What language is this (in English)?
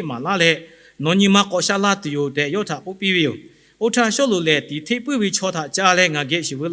Lahu